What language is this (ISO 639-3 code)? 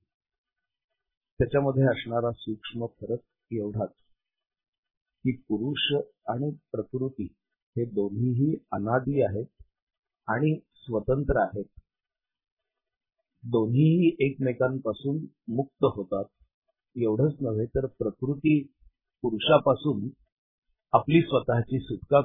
mar